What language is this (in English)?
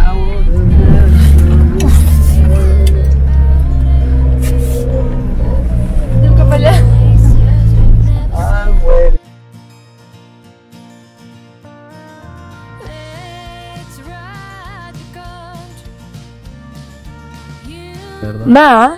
Catalan